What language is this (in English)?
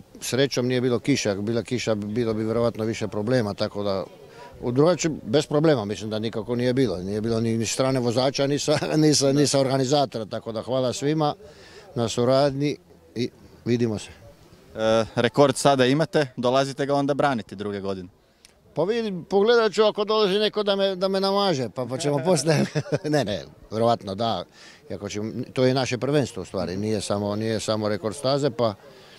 Croatian